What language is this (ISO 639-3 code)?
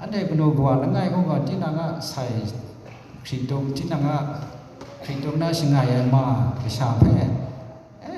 kac